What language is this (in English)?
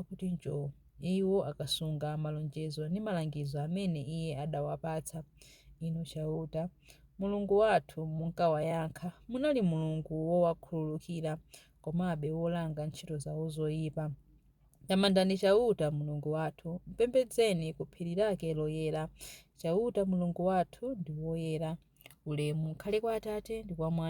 Nyanja